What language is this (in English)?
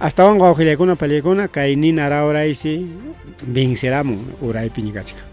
Ayacucho Quechua